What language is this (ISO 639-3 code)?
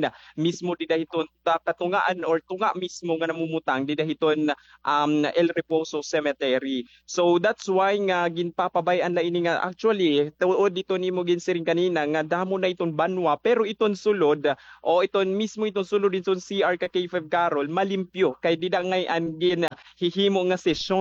war